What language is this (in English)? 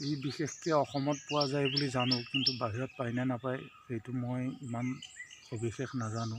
Assamese